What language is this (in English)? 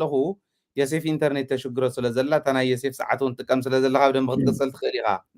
Tigrinya